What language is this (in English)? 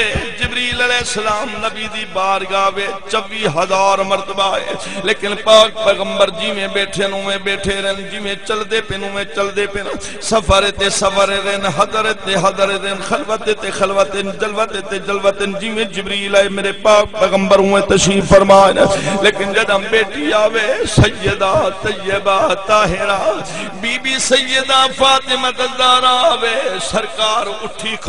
Saraiki